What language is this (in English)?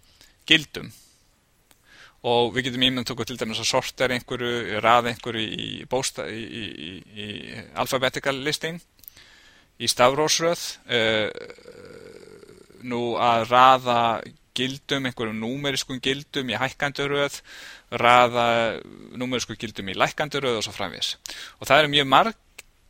Icelandic